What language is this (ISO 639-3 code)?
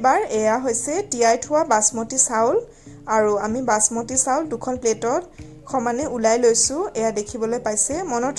asm